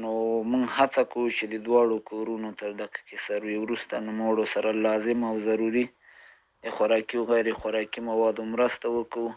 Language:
Pashto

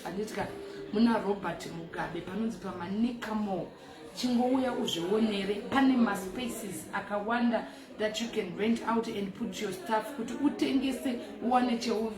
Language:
Shona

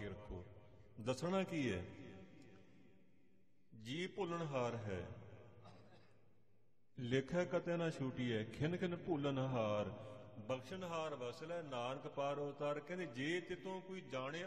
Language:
Punjabi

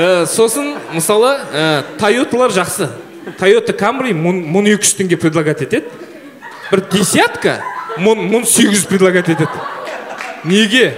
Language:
Kazakh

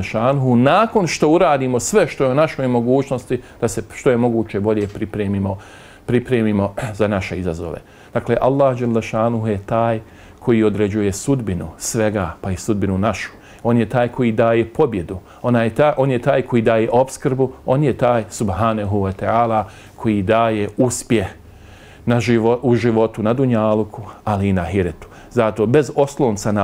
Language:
Bosnian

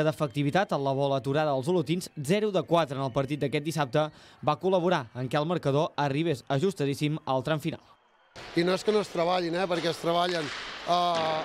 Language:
Catalan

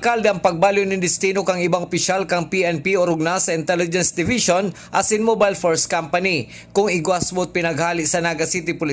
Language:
Bikol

